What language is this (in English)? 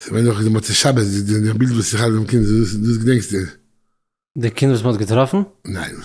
Yiddish